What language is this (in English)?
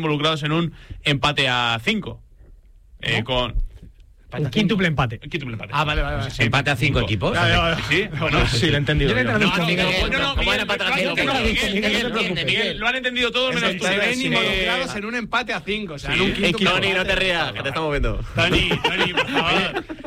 Spanish